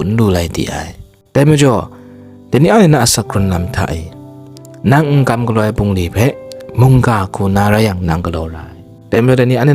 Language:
Kachin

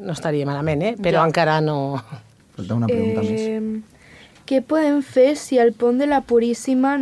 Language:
Catalan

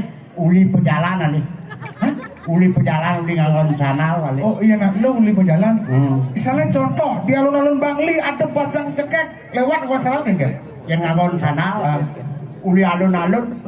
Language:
Balinese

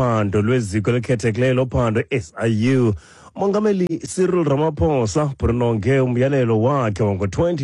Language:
Xhosa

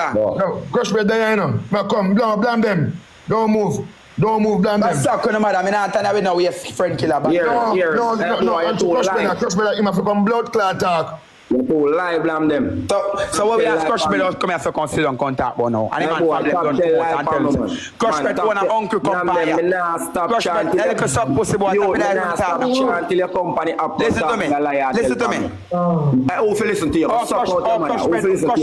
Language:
Jamaican Creole English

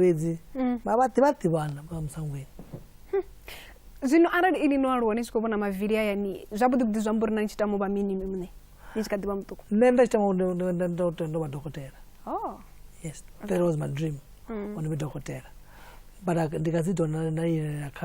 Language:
Venda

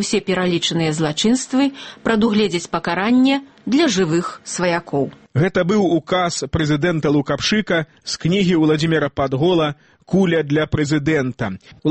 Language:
Belarusian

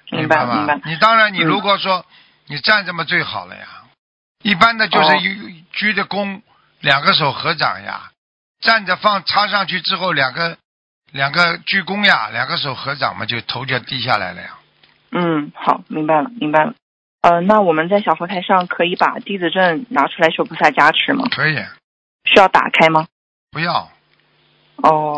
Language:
Chinese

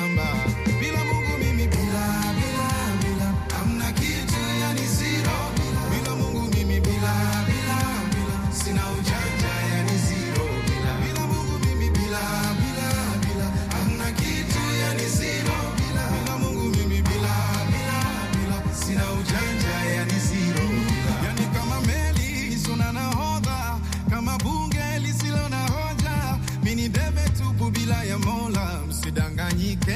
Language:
Swahili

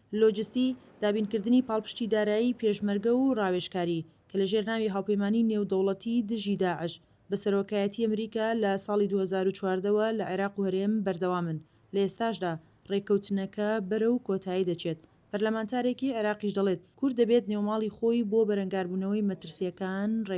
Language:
Central Kurdish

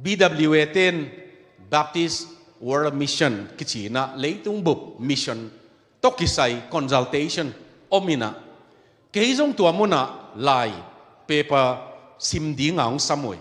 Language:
Tedim Chin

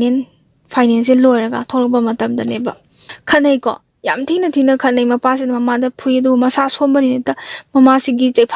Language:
Manipuri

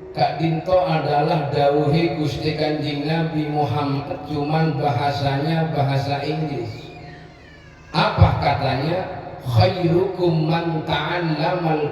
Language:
Madurese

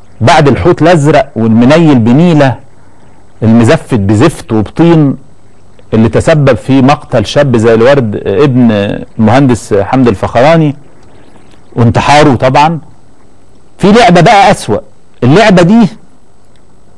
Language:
Egyptian Arabic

